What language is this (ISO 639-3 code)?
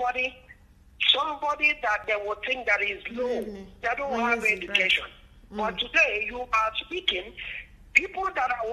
eng